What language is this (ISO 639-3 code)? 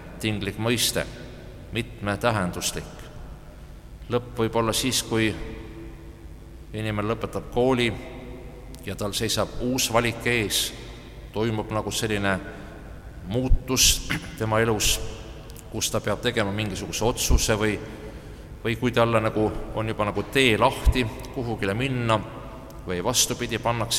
est